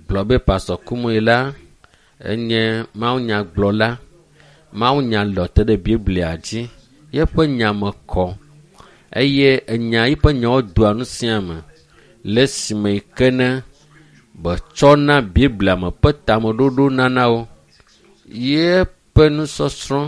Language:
Ewe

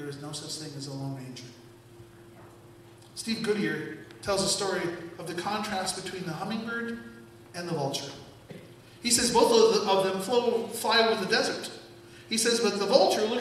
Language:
English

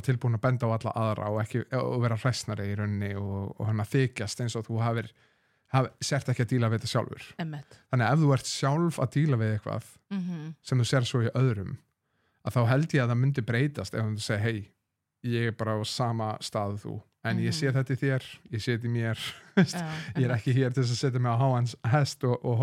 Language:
Icelandic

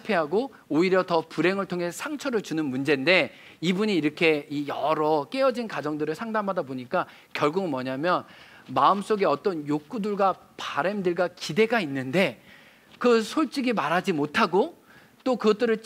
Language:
Korean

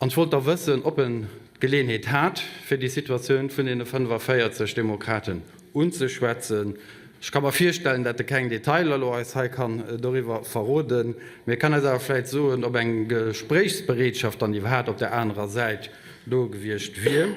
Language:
Luxembourgish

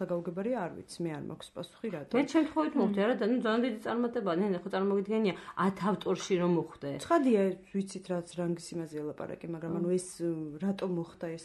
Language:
Georgian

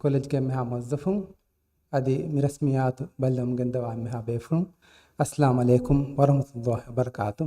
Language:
Divehi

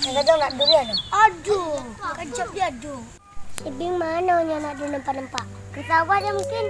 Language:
Achinese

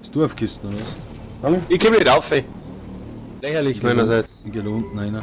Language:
Bavarian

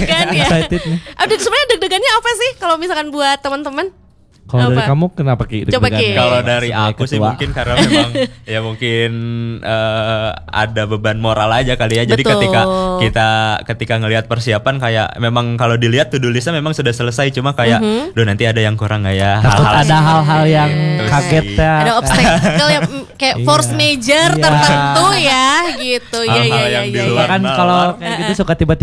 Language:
Indonesian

